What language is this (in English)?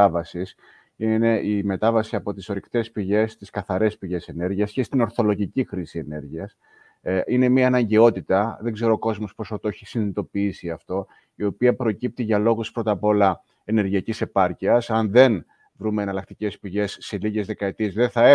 Greek